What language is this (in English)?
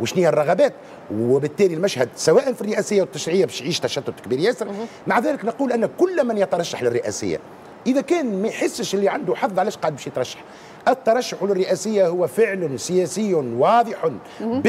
Tunisian Arabic